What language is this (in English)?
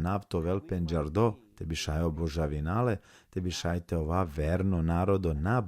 Balkan Romani